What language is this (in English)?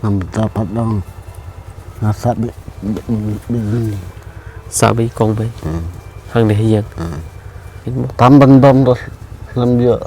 Khasi